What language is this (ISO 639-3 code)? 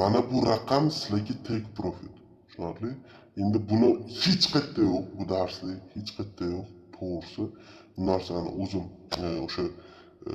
uzb